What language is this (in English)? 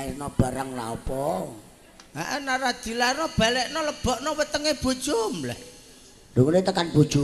Javanese